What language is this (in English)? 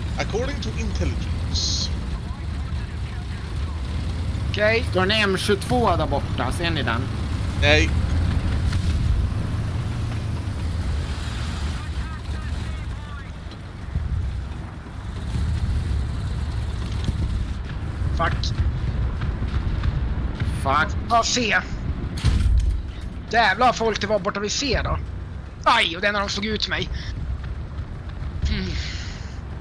Swedish